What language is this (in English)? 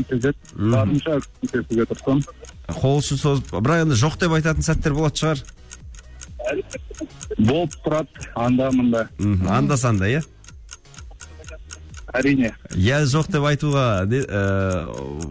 Kazakh